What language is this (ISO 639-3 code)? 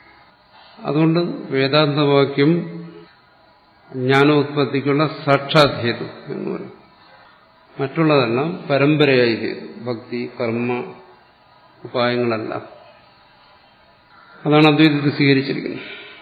mal